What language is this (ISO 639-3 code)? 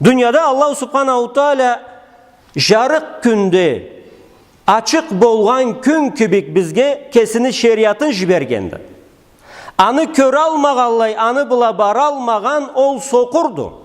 krc